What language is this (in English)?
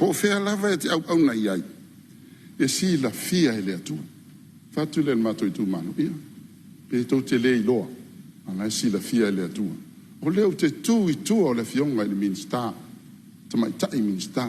Samoan